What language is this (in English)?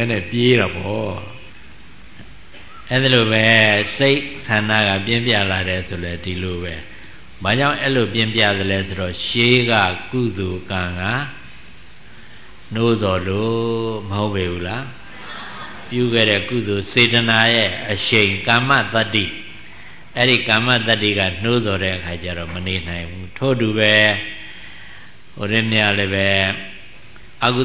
Burmese